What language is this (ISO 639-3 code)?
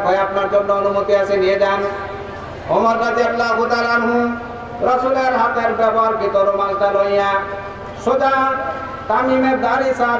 ben